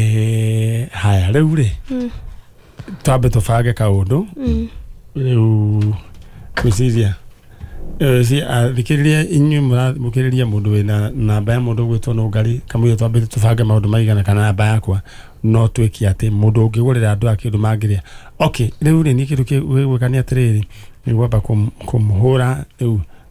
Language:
Kikuyu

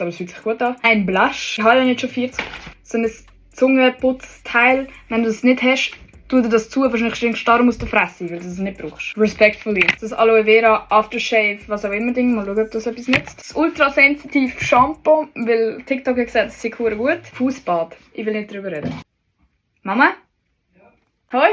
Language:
Swiss German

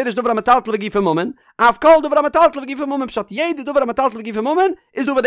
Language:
Yiddish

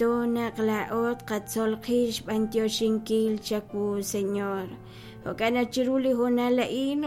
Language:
Kekchí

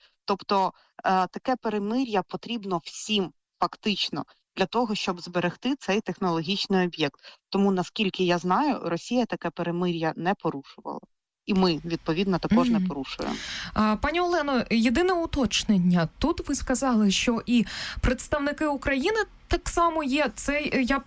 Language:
Ukrainian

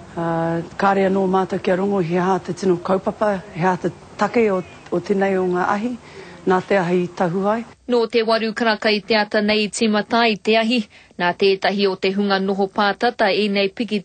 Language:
Māori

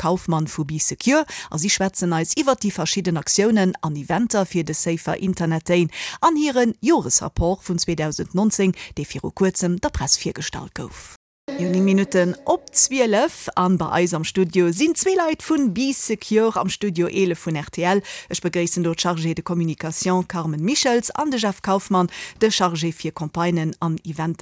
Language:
Luxembourgish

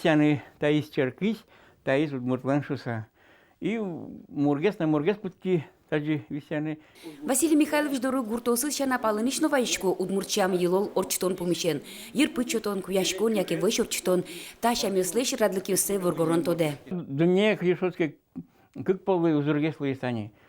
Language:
Udmurt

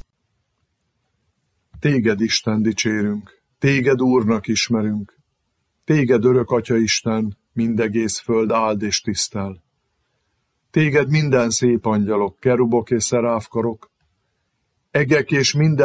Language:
Hungarian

